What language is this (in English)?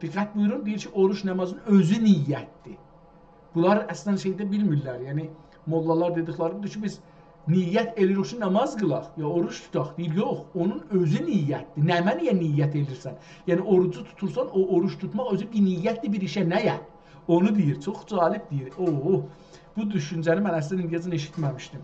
South Azerbaijani